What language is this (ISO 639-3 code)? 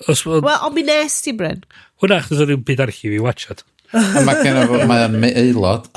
cym